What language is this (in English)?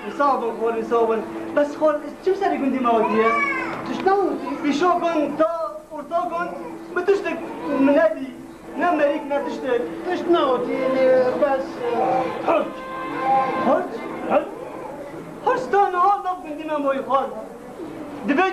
Kurdish